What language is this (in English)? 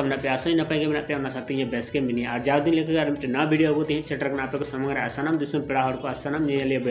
Santali